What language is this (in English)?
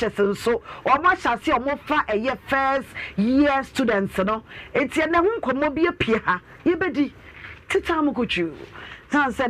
Akan